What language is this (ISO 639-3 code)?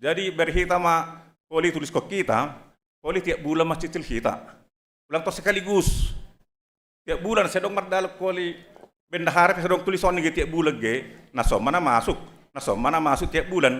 bts